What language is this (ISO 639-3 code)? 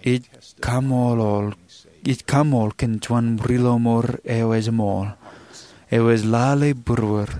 mah